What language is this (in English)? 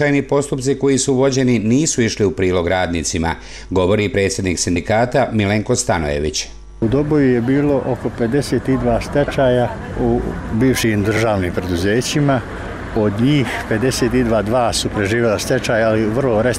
Bosnian